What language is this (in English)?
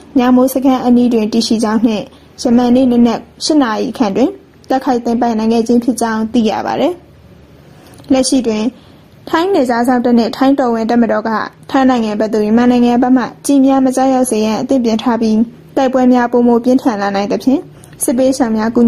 Burmese